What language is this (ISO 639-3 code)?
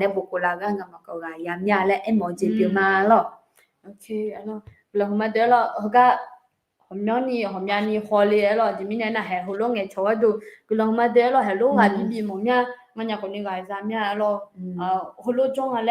ahk